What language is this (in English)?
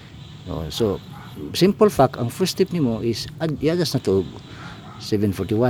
Cebuano